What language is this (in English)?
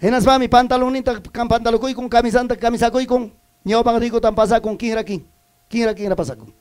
Ayacucho Quechua